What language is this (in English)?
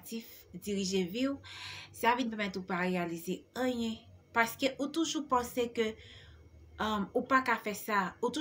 Haitian Creole